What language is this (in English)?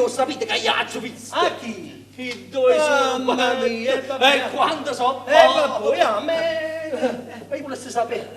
Neapolitan